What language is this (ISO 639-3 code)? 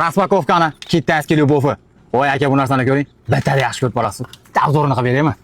uzb